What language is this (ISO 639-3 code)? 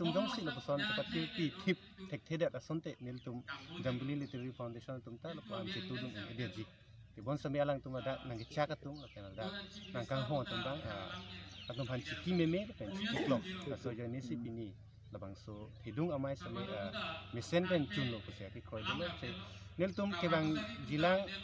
mjw